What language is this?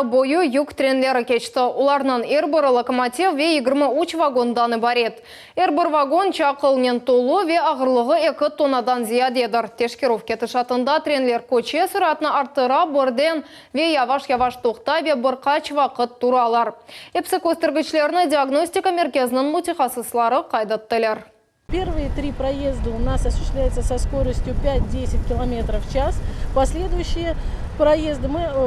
Crimean Tatar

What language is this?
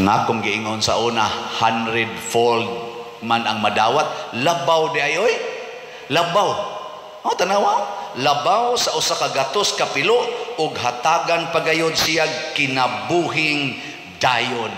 Cebuano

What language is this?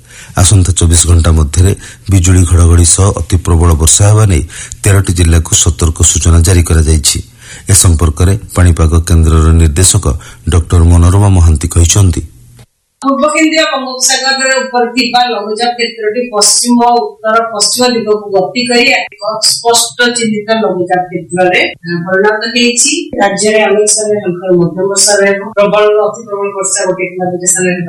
Odia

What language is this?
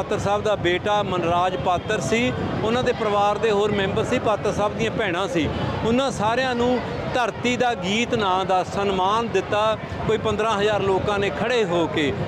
Punjabi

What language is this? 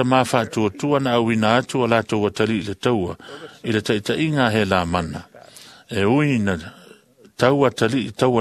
Samoan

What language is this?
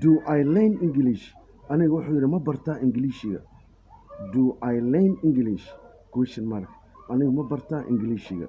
Somali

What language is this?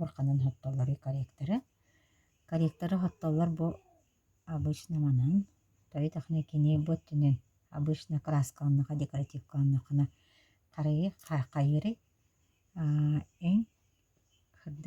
Yakut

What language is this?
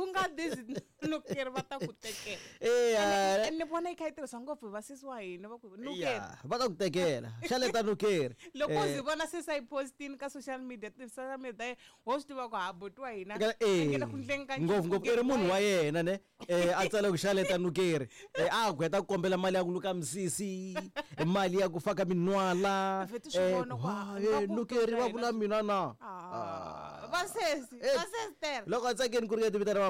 Tsonga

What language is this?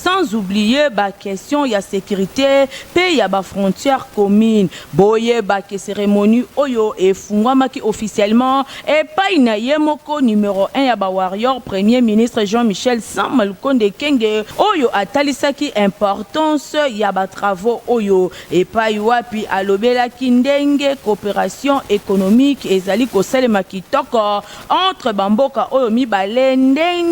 Lingala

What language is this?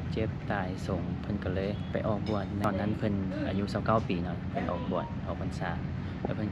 Lao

